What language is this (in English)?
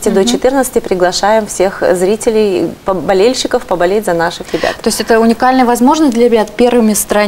Russian